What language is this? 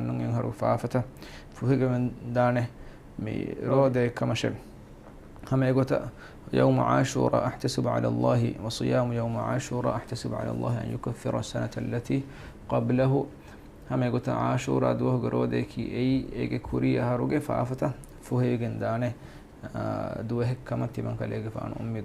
Divehi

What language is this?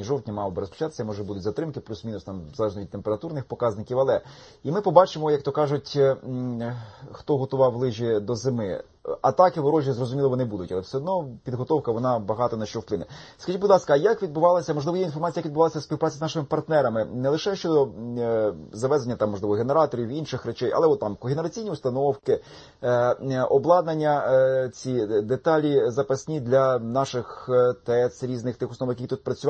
Ukrainian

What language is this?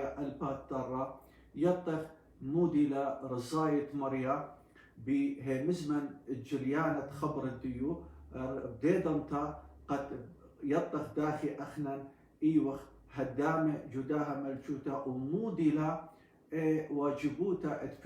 Assyrian Neo-Aramaic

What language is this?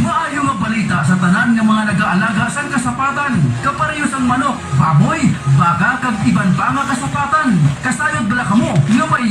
Hiligaynon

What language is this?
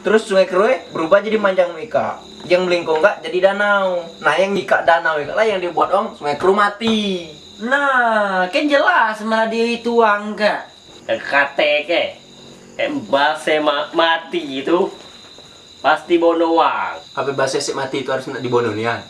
Musi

